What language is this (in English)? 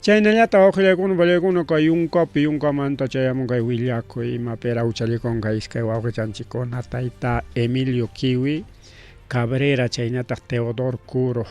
Ayacucho Quechua